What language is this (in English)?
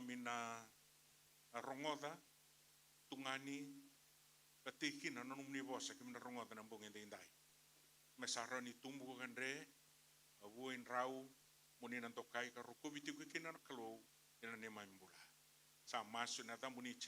Fijian